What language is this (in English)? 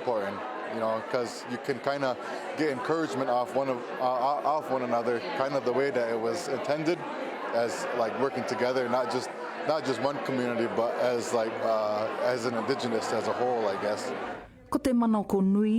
Māori